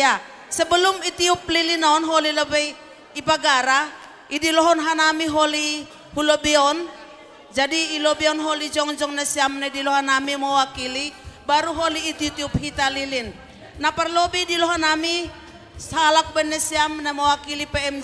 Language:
Batak Simalungun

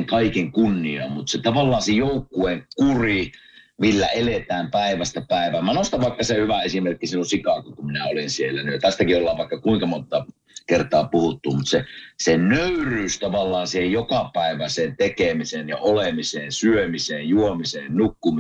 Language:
Finnish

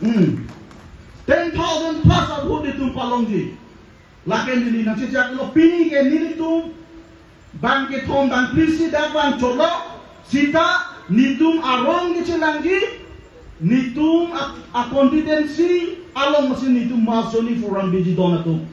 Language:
Karbi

